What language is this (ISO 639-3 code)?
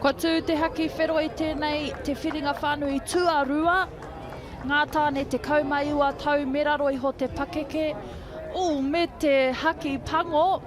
mri